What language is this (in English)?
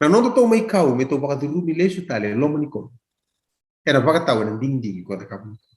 Fijian